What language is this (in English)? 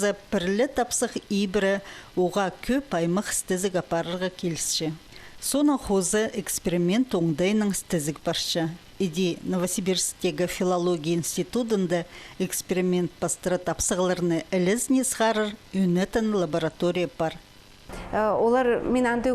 Khakas